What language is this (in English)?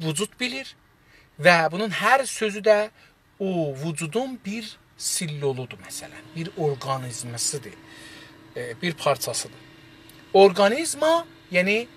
South Azerbaijani